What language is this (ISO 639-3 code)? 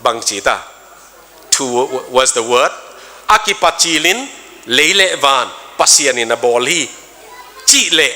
ctd